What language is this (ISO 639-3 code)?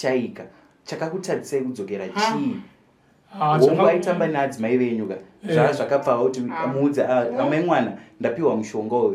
sna